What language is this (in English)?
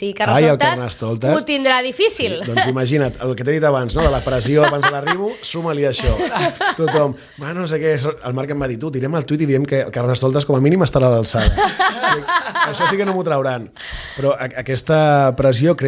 Catalan